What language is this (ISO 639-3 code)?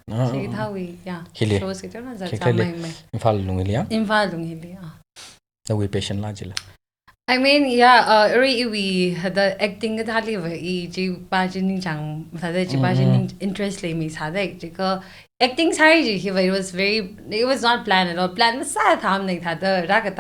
nmf